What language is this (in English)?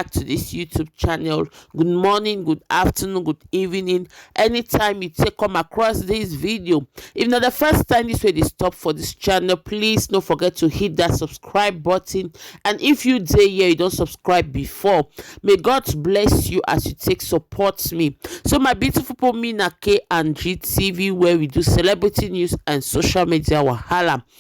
Nigerian Pidgin